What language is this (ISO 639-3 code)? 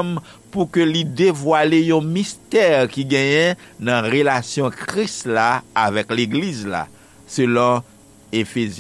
hat